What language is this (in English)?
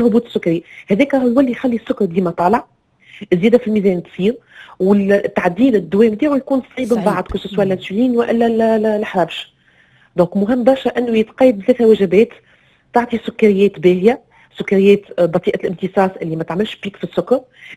Tunisian Arabic